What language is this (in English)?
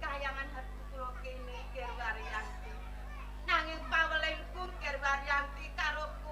Javanese